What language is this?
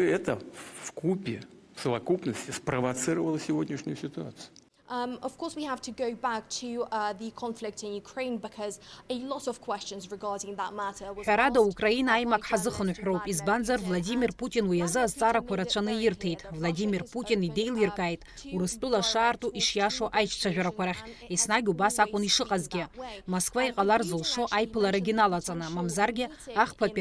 Abkhazian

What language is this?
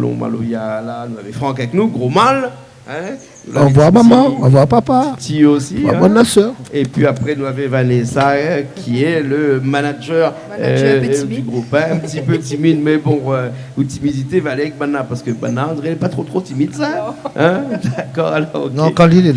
Réunion Creole French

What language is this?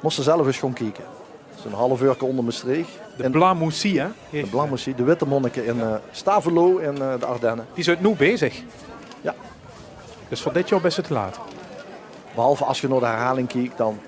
Limburgish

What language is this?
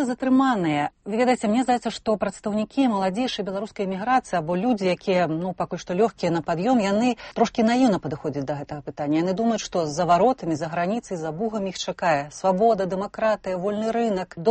Belarusian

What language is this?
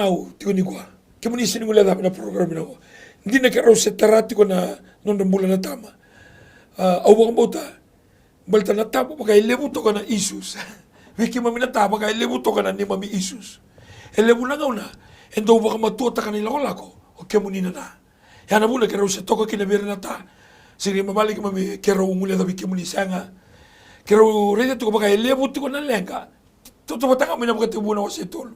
Fijian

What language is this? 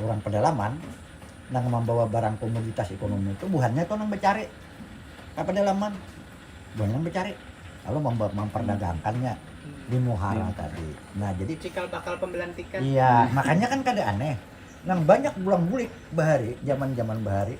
Banjar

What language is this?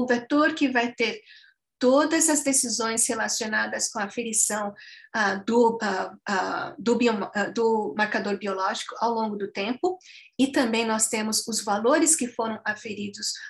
Portuguese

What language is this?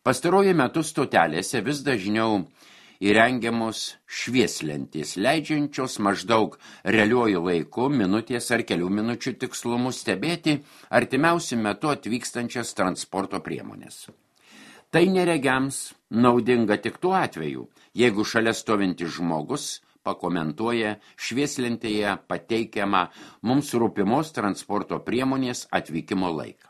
Lithuanian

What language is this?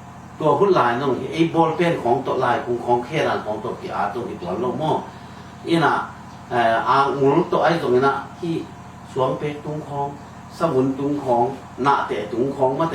Tedim Chin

